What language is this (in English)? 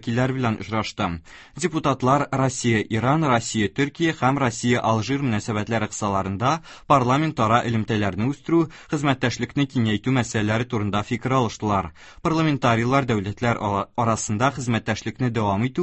Tatar